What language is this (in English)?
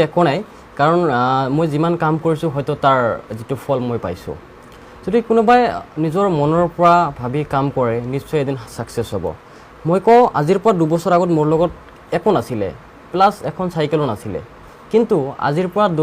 Assamese